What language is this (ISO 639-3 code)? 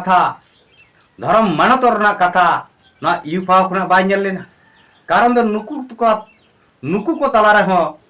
sat